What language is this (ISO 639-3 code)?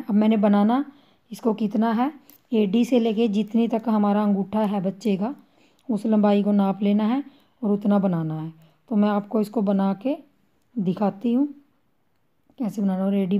hin